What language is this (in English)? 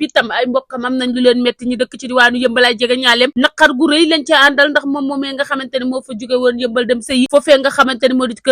Wolof